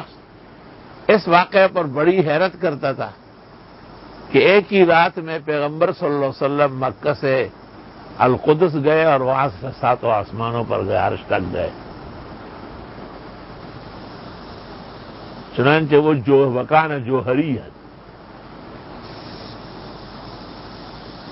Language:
Urdu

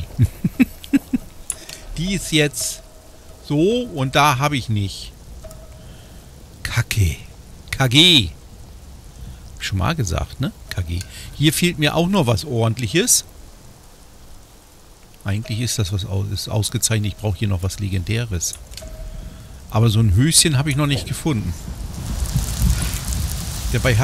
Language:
German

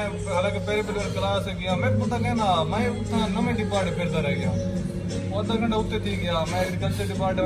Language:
Saraiki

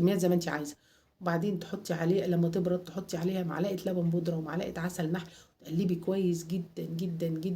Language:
Egyptian Arabic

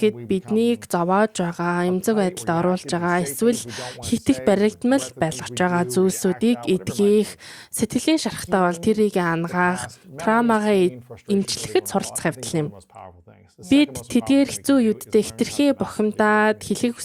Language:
Mongolian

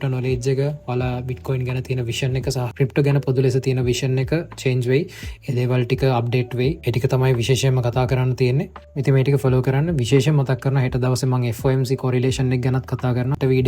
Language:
Sinhala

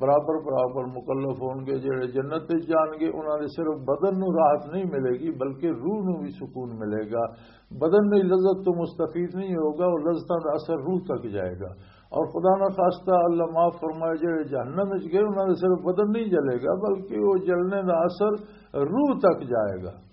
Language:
Western Panjabi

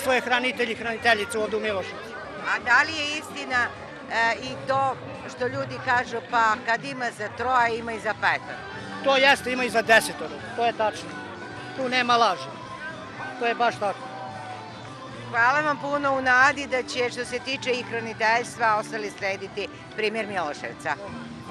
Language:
Serbian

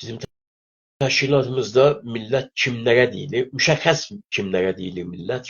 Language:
South Azerbaijani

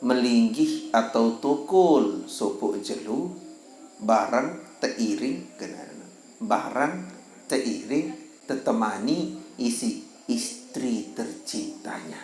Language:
Sasak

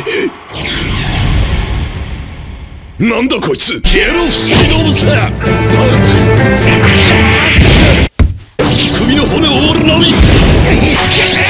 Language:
Japanese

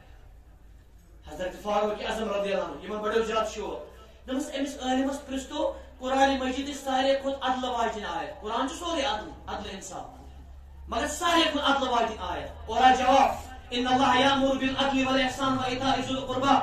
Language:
Kashmiri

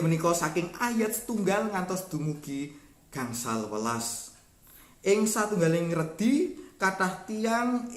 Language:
Javanese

